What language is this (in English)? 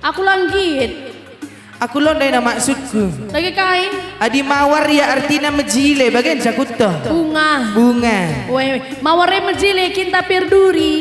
Batak Karo